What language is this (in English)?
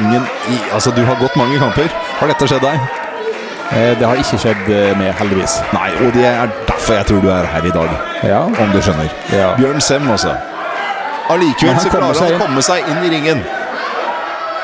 Norwegian